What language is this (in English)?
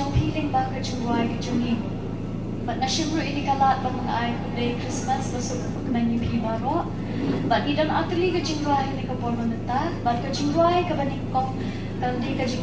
Khasi